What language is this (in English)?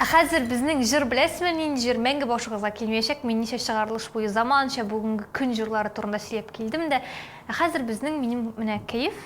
Tatar